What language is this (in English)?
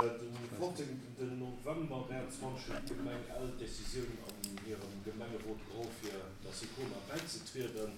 Luxembourgish